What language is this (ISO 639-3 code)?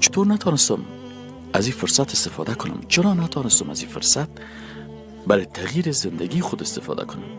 fas